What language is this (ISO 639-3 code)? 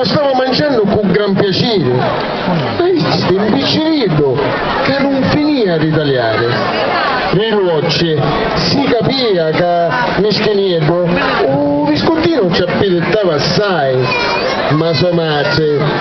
scn